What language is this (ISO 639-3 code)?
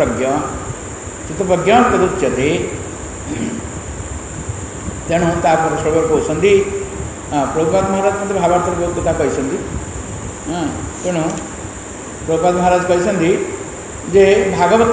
ori